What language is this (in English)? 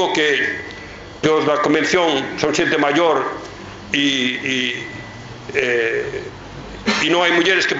Galician